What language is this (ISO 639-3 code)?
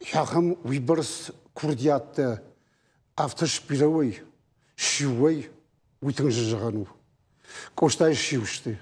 oss